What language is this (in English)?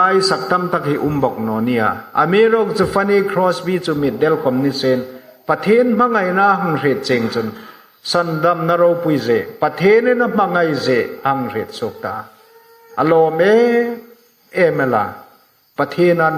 Hmar